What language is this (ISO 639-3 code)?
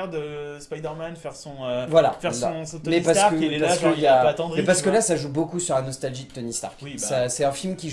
fra